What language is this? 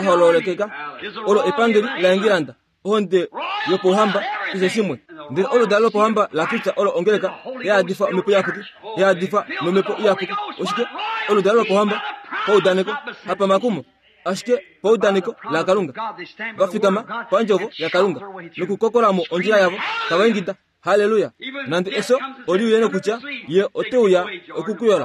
Kuanyama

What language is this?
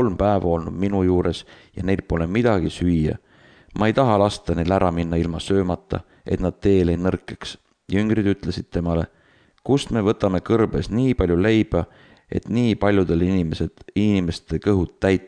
Estonian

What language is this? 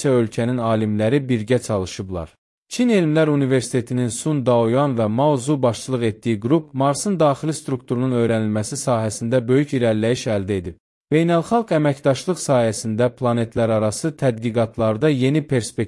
Azerbaijani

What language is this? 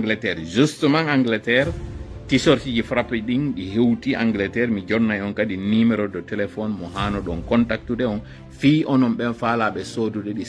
Fula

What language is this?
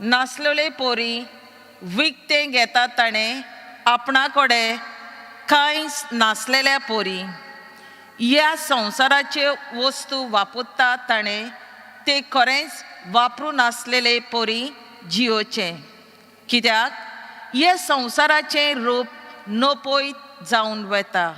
Konkani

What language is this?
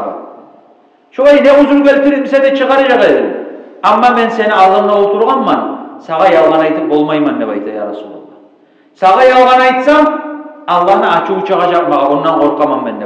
Kumyk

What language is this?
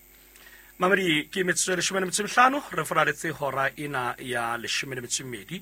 Southern Sotho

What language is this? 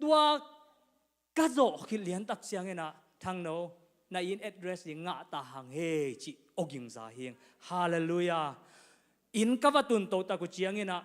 Tedim Chin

